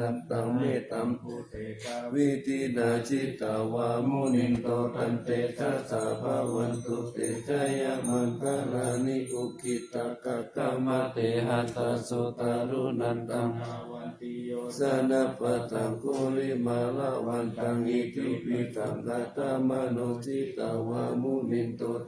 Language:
Pali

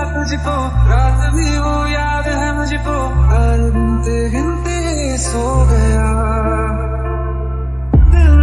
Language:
Hindi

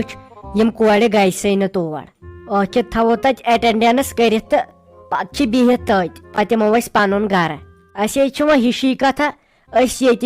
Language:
Kashmiri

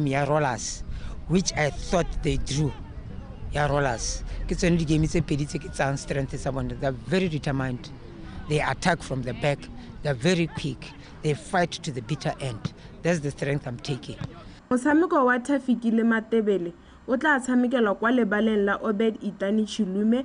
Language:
Tswana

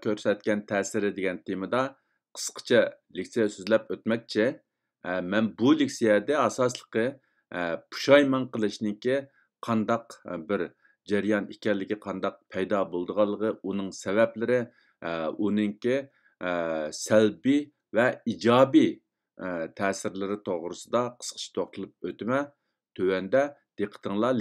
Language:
Uyghur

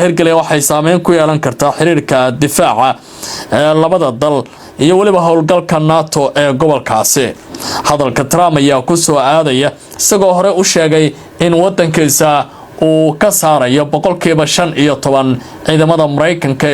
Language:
Somali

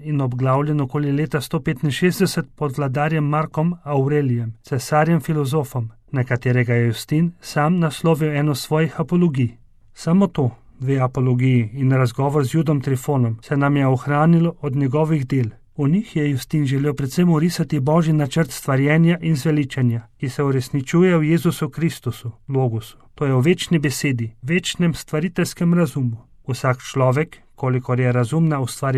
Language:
Slovenian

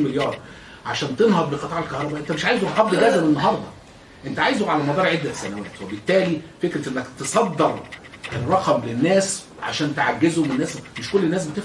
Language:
Egyptian Arabic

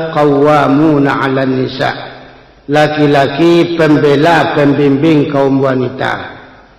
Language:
Minangkabau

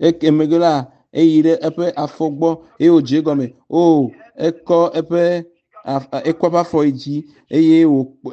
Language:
Ewe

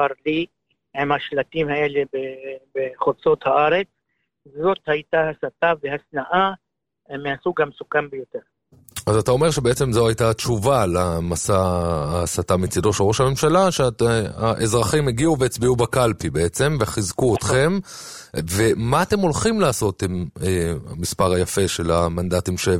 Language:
Hebrew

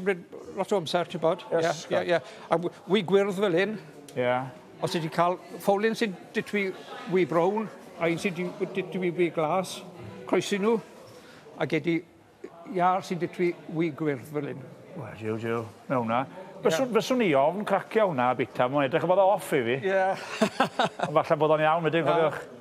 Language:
Welsh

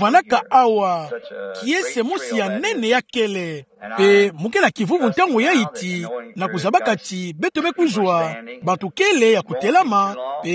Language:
Kituba (Democratic Republic of Congo)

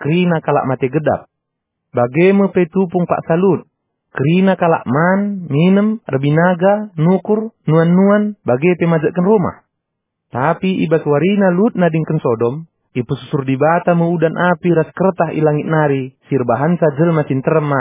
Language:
Batak Karo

